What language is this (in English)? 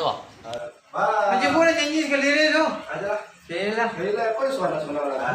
Minangkabau